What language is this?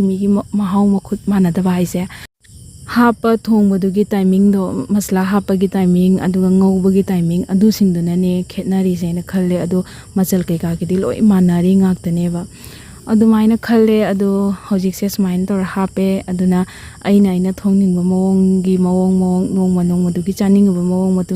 Manipuri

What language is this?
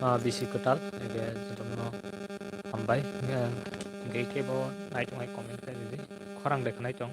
Kok Borok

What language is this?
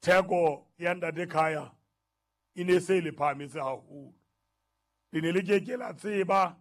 Southern Sotho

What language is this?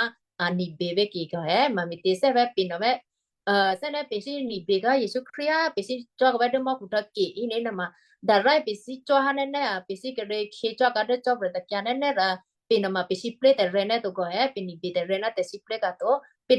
Western Kayah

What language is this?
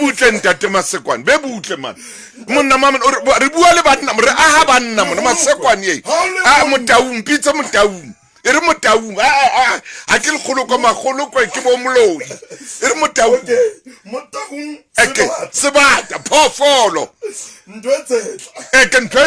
Southern Sotho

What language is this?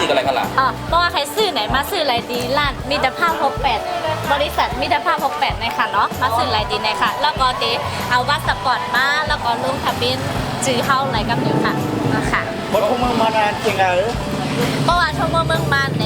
Shan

